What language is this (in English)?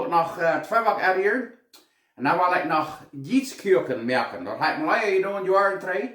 Plautdietsch